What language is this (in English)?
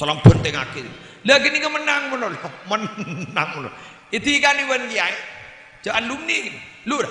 Madurese